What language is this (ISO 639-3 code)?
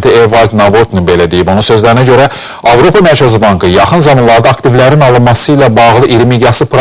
aze